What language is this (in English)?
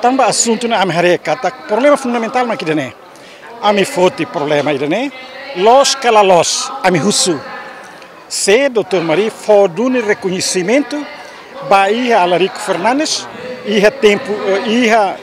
Tetum